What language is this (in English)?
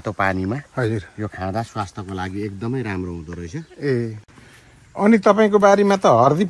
Nepali